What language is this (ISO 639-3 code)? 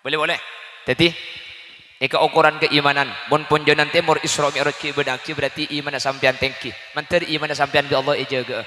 mad